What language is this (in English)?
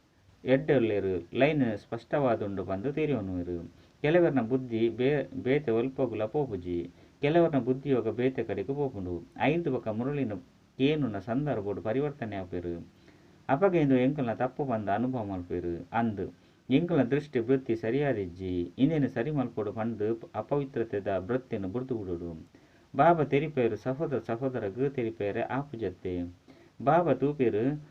Tulu